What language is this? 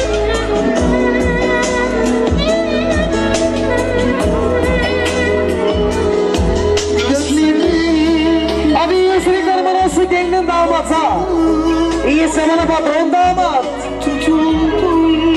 Turkish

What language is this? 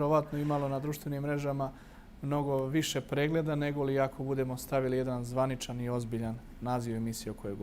Bosnian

